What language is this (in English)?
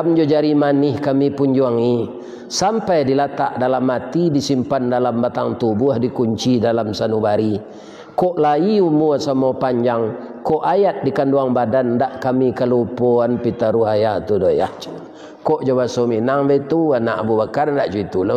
Minangkabau